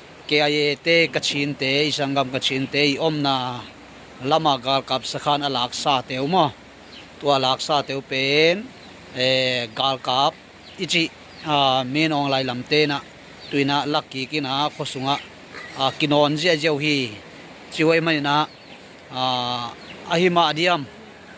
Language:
Tedim Chin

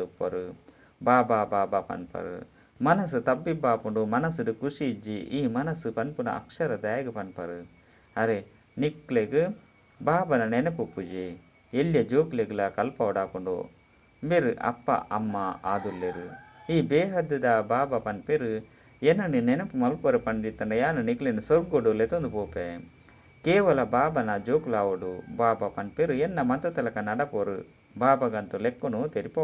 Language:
Tulu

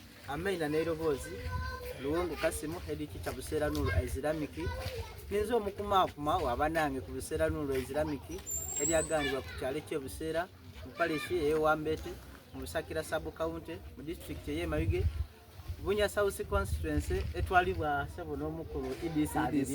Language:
Soga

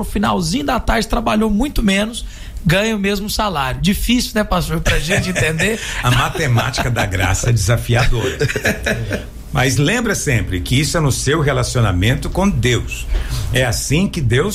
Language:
Portuguese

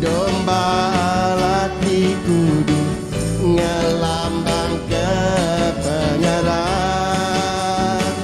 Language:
Iban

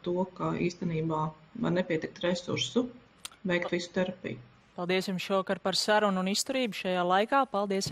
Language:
Latvian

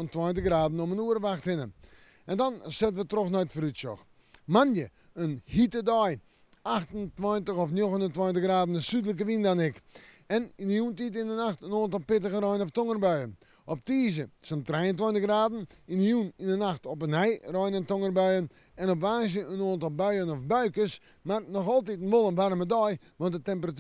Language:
Western Frisian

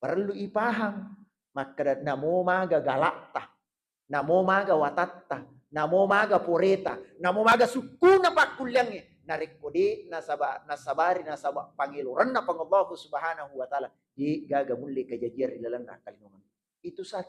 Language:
Buginese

